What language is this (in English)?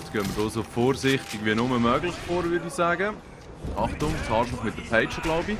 Swiss German